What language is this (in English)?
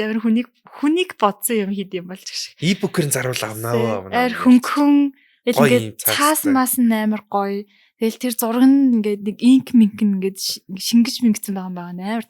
Mongolian